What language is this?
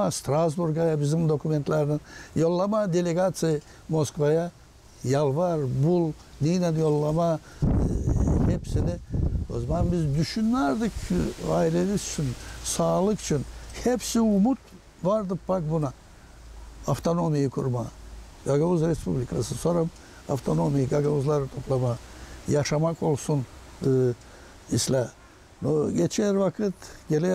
Gagauz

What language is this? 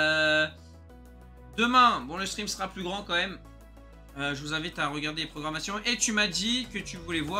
French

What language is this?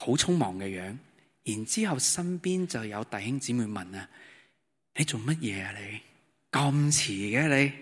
Cantonese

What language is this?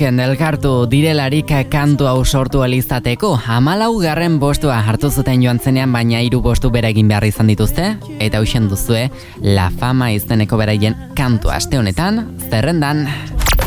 Basque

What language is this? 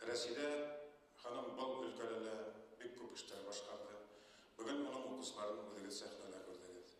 Bashkir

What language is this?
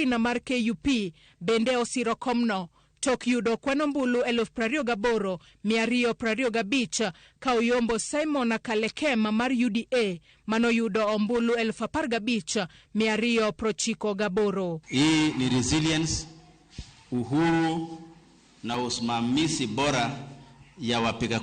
Luo (Kenya and Tanzania)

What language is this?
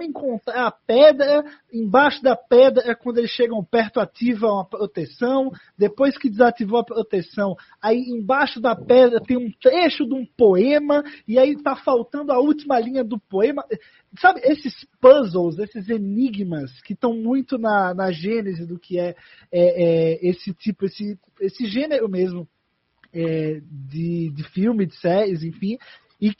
Portuguese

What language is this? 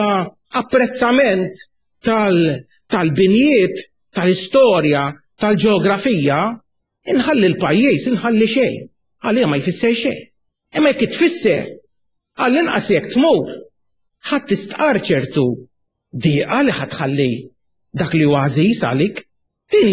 Maltese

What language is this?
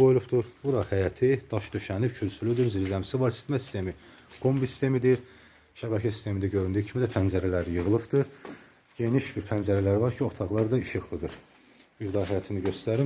Azerbaijani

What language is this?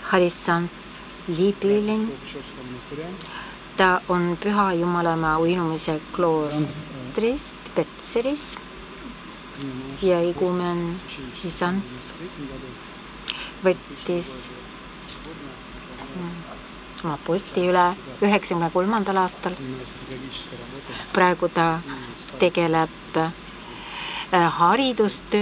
Estonian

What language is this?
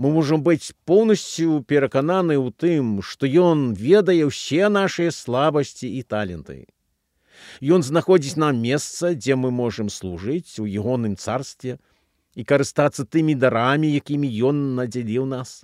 Belarusian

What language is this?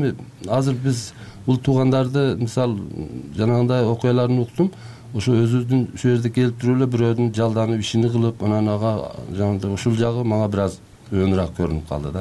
Kyrgyz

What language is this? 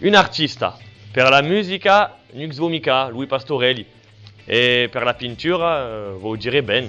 Occitan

